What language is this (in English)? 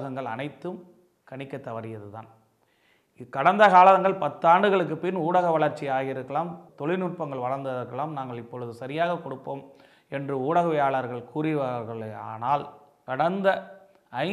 Tamil